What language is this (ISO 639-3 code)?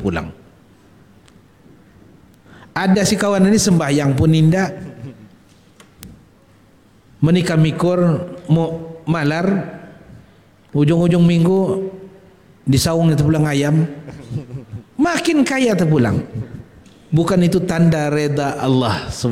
msa